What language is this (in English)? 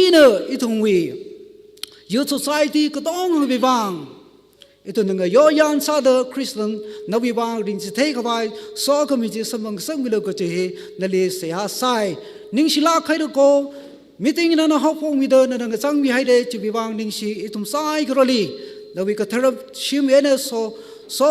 Tangkhul Naga (India)